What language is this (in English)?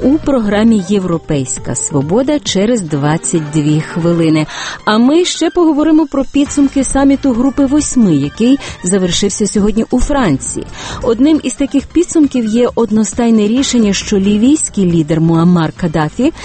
Ukrainian